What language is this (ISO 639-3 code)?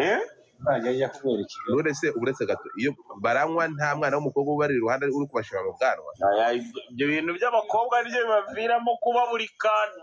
kin